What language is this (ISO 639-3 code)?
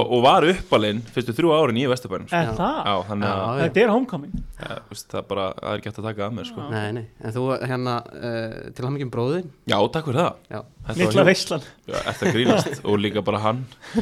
isl